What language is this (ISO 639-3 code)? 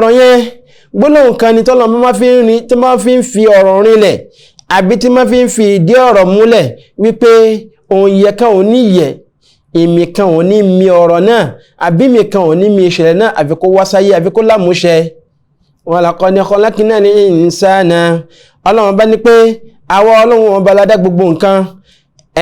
yor